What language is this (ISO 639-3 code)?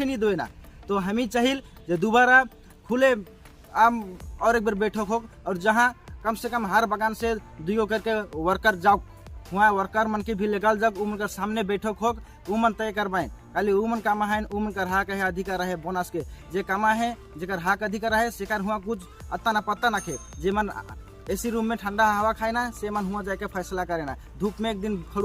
sck